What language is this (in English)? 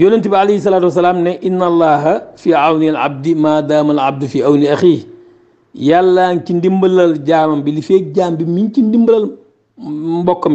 Wolof